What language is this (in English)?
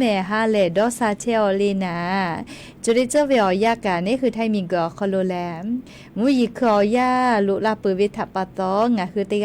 Lahu